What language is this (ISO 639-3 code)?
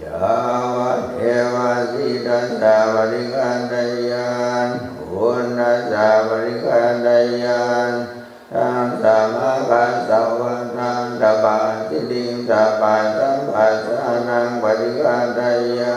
pli